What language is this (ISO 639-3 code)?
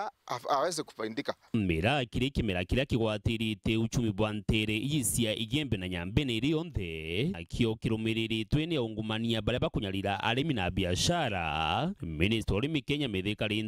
mer